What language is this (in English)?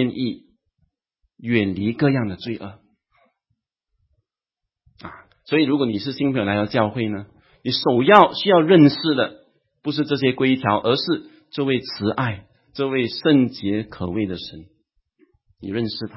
Chinese